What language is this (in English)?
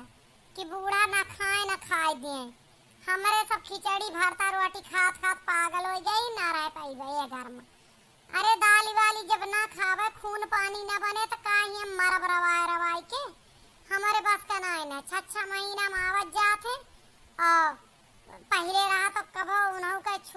Awadhi